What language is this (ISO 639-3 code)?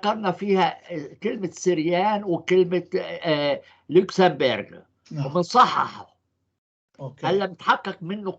apc